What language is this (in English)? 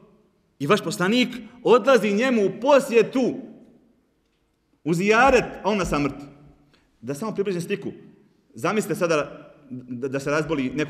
Bosnian